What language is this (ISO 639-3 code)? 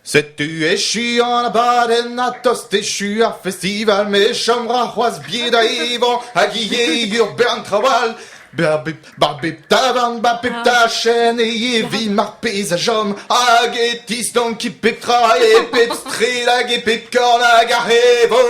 bre